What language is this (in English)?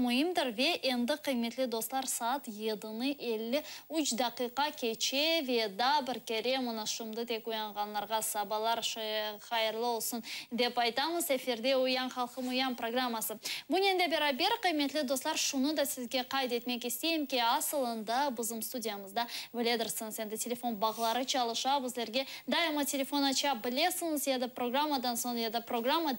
Crimean Tatar